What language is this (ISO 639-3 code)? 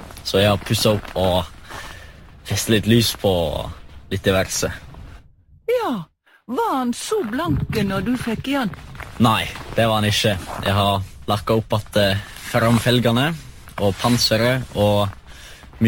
nor